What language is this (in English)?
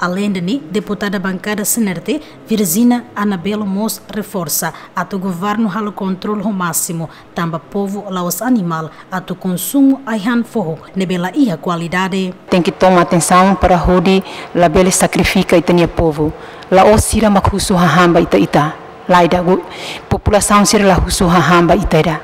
Tetum